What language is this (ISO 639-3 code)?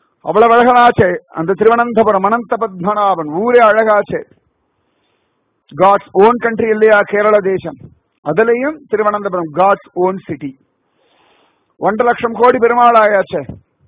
tam